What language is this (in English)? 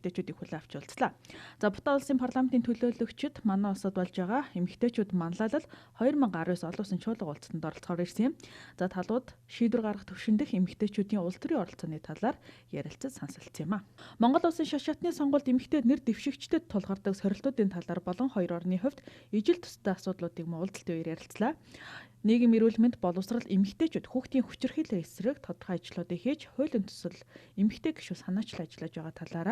Mongolian